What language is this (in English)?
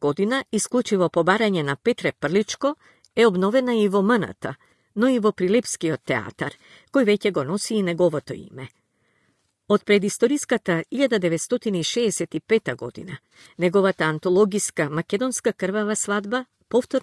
Macedonian